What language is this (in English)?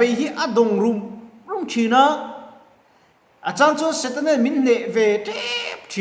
Mizo